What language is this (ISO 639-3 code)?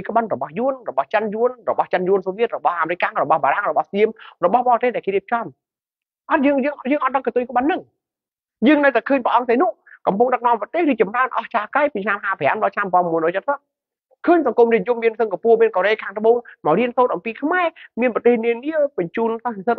khm